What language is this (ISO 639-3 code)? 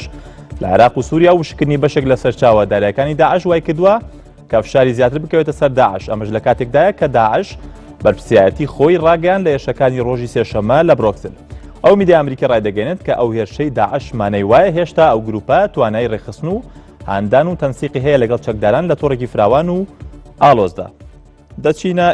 ckb